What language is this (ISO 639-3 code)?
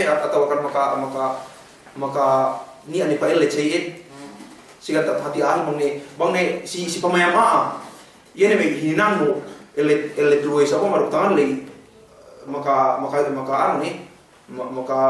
yka